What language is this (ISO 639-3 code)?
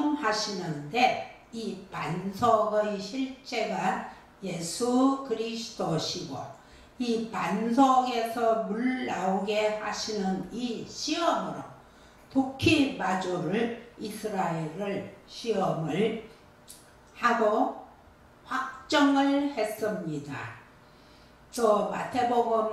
kor